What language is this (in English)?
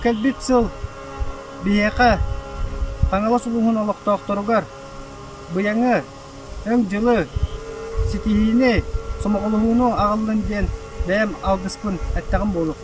Yakut